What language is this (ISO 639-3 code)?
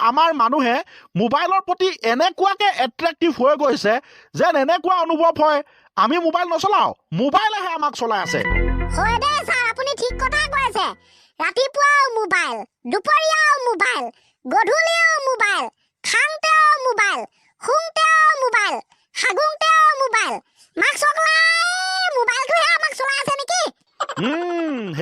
asm